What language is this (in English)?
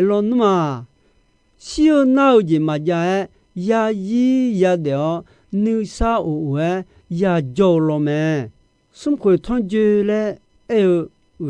Akha